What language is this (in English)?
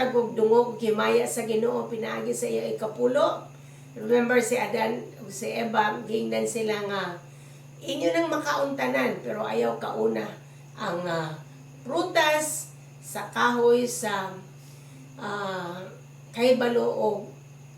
Cebuano